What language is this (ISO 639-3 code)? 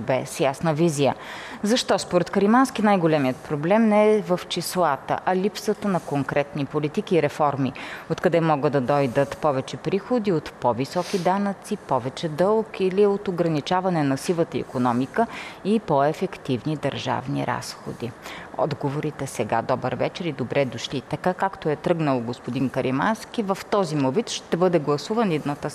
bul